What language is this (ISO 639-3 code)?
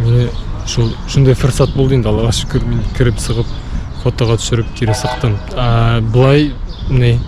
bak